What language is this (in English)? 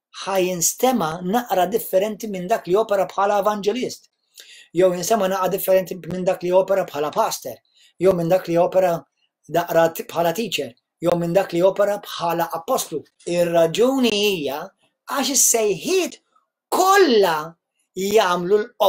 Maltese